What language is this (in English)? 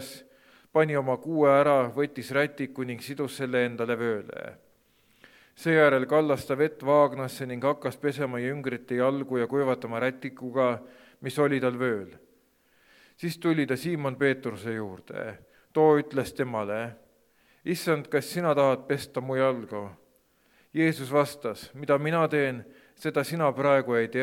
Estonian